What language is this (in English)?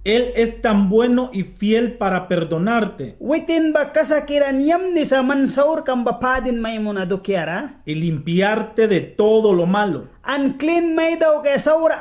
Mískito